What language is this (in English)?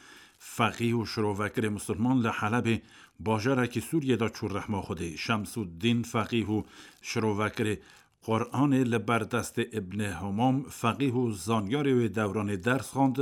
Kurdish